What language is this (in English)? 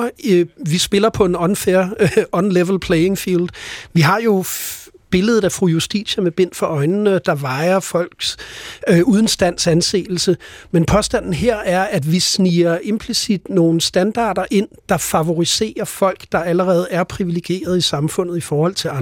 Danish